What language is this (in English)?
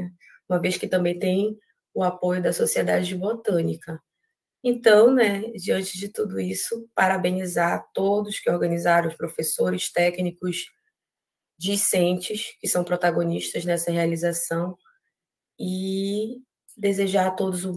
Portuguese